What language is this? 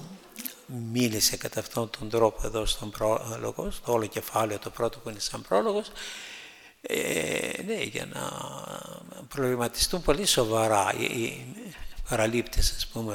Greek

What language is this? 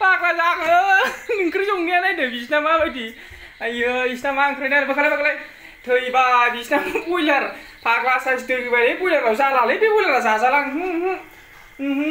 Bodo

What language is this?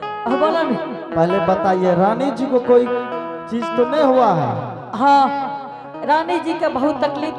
Angika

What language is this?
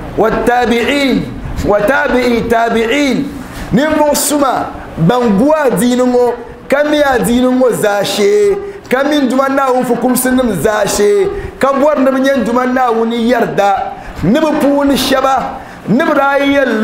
Dagbani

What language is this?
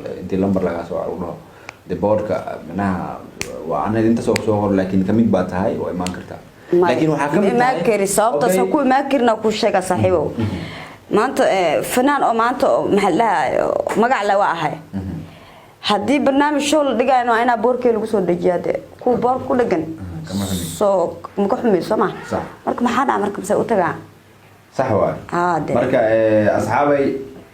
Somali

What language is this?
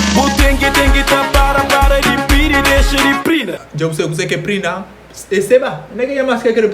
Kabuverdianu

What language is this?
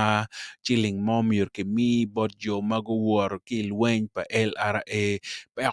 Acoli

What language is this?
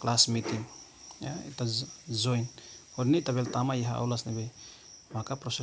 Tetum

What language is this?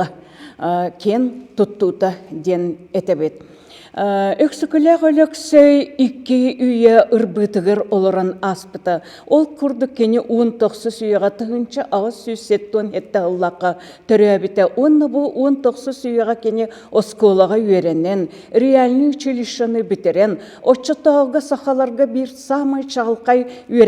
Yakut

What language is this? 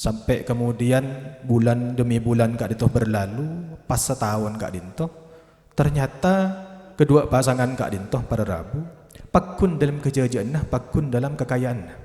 Madurese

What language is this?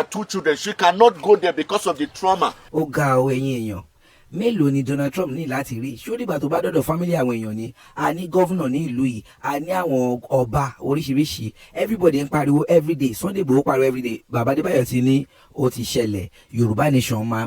Yoruba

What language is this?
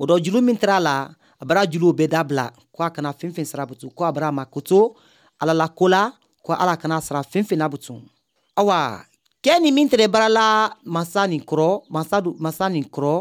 Bambara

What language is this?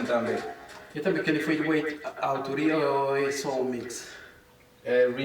Kabuverdianu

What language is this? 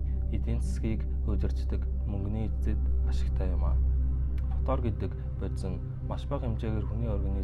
Mongolian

